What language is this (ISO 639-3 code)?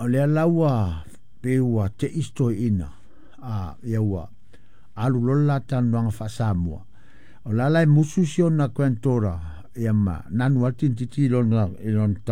smo